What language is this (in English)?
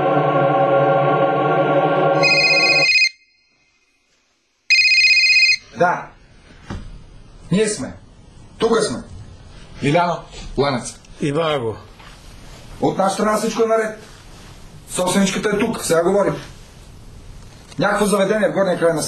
Bulgarian